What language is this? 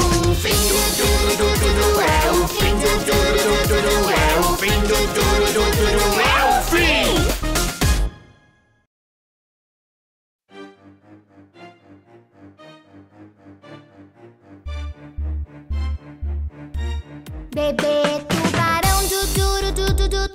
Portuguese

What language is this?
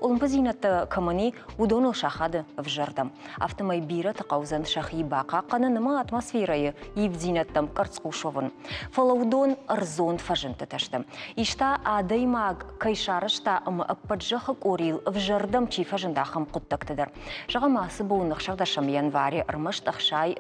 Ossetic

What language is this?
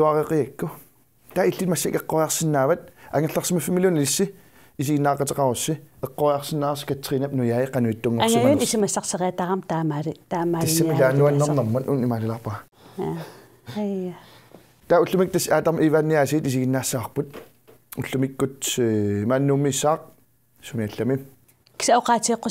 Kalaallisut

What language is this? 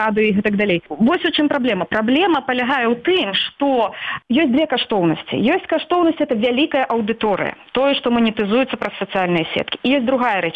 Belarusian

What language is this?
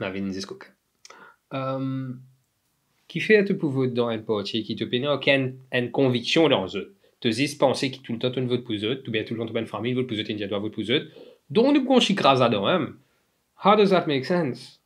Morisyen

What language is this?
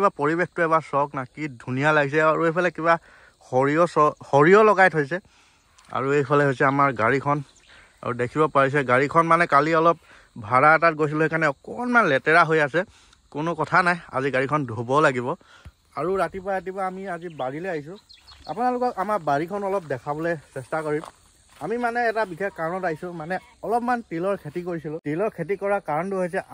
Assamese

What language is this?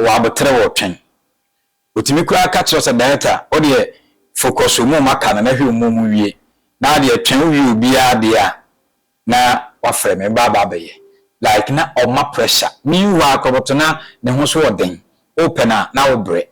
Akan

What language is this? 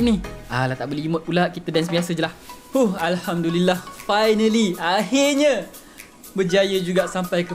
Malay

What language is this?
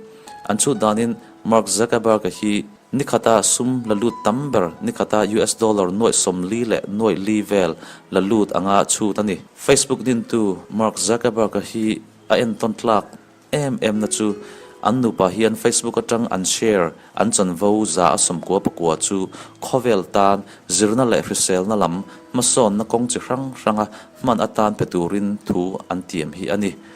Mizo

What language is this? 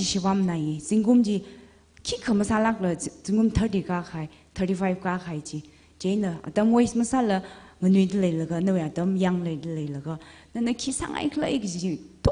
Tangkhul Naga (India)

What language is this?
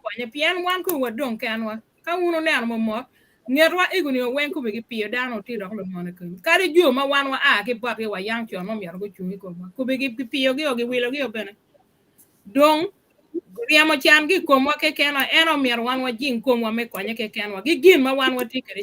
Acoli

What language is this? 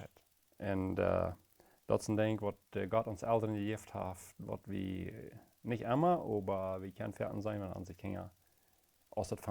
Plautdietsch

